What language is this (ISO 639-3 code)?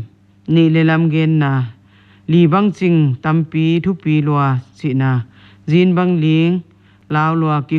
pck